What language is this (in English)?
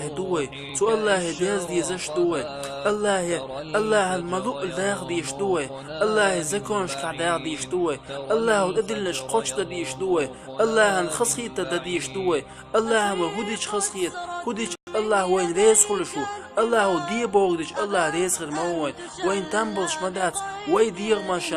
Chechen